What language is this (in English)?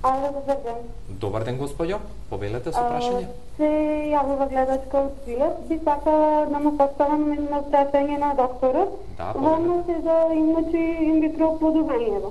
Macedonian